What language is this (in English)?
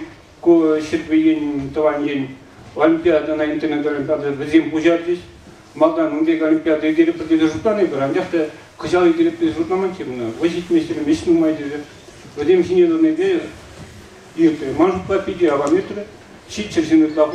Chuvash